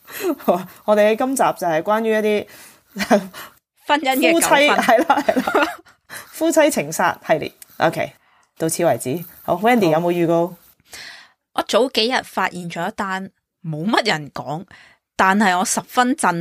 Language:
Cantonese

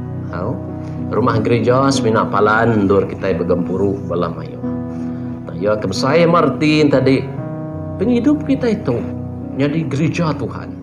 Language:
Iban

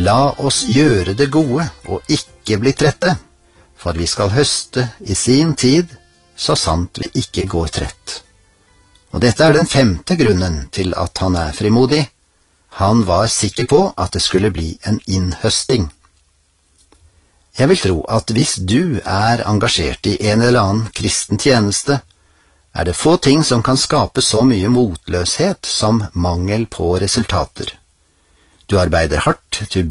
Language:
Norwegian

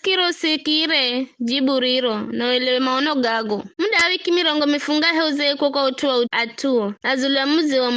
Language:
Giryama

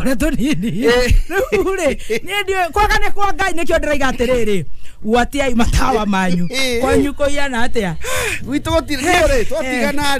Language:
Kikuyu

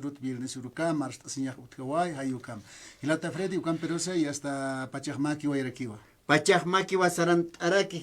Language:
Aymara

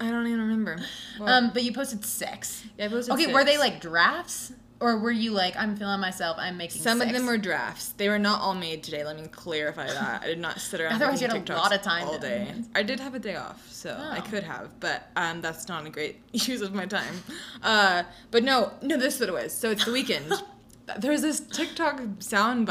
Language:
English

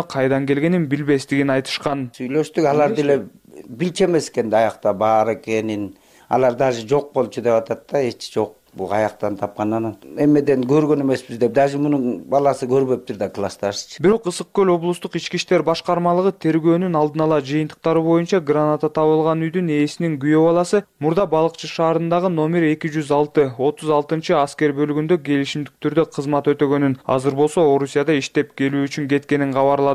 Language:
Kyrgyz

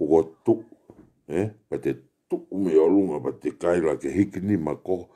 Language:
Tongan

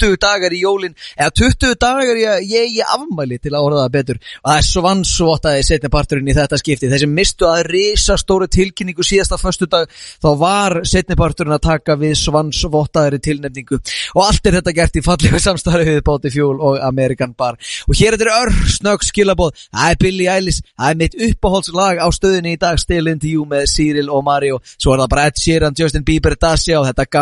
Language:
Icelandic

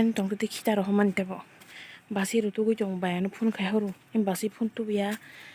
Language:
Kok Borok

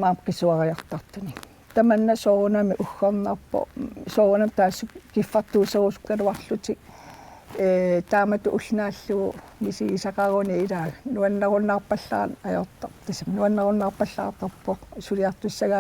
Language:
Kalaallisut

